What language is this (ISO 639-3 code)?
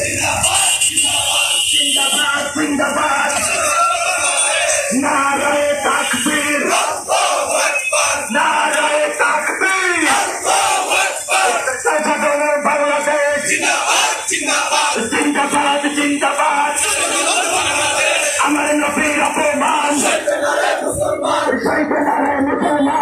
ben